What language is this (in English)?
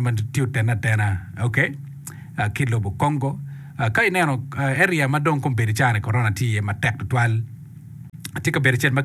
Acoli